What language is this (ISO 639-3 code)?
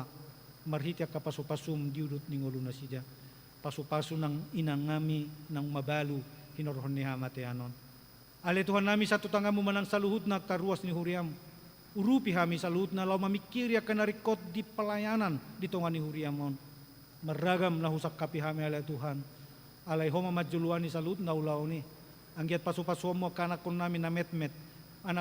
bbc